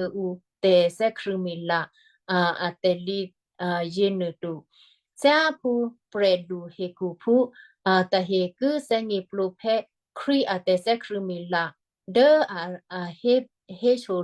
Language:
Western Kayah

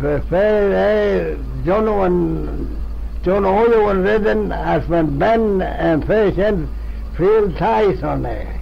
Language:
Manx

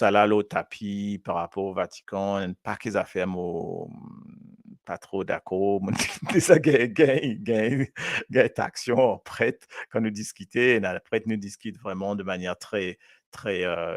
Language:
Morisyen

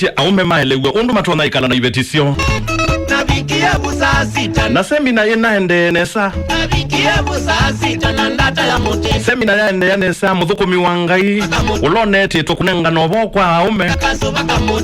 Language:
Kamba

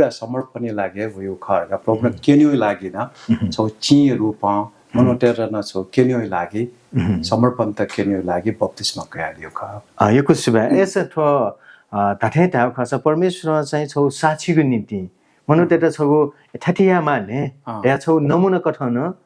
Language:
Newari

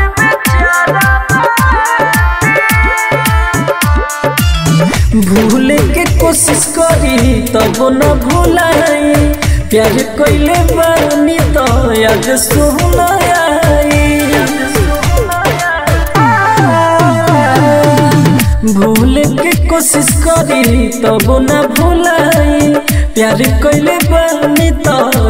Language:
Bhojpuri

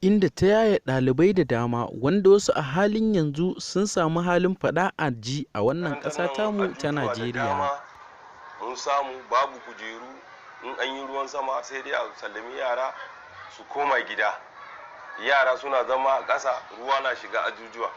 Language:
Hausa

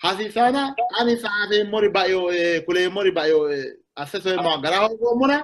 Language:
Sidamo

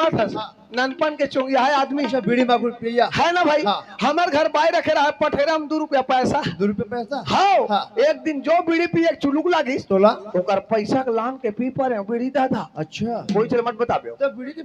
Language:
Chhattisgarhi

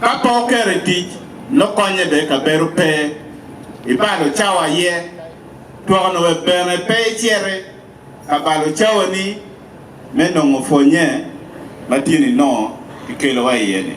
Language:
Acoli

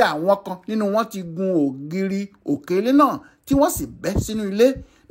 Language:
Yoruba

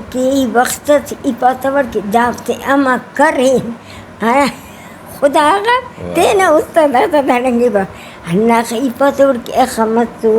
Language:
Brahui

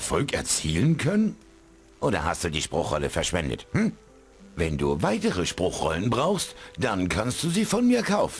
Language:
Bavarian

